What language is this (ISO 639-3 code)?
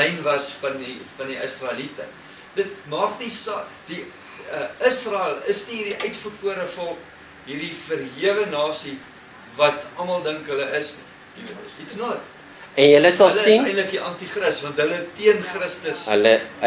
afr